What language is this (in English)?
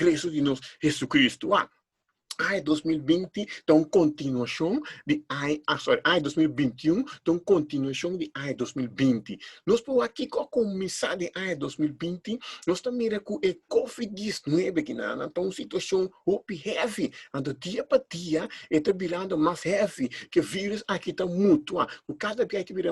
Papiamento